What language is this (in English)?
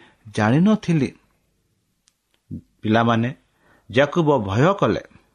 Odia